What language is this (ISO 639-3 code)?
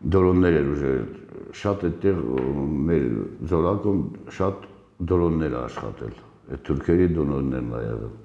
hye